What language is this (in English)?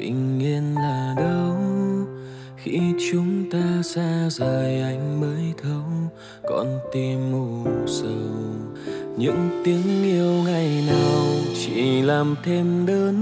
Vietnamese